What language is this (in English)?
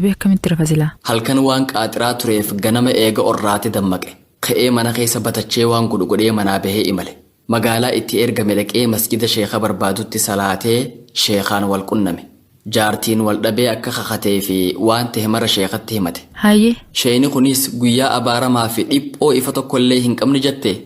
Oromo